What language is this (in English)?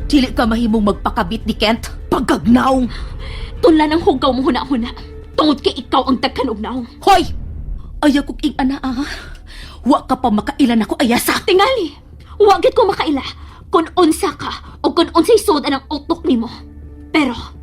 Cebuano